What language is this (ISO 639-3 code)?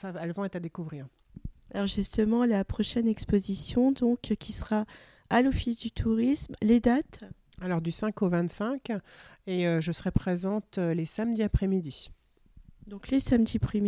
fra